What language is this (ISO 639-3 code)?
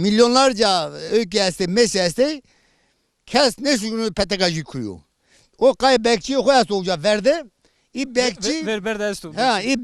zza